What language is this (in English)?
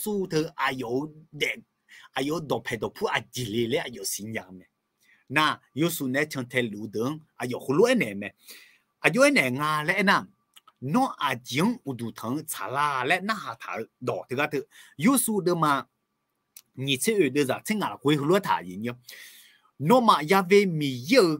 Akha